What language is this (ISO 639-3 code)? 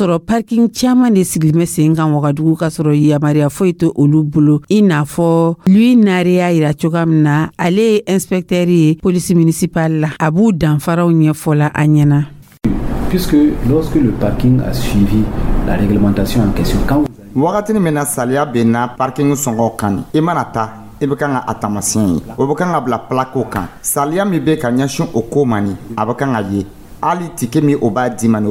dyu